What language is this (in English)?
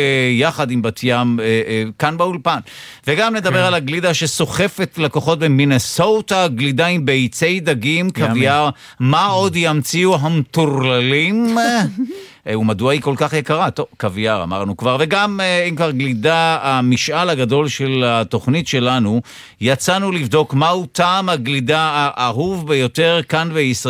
Hebrew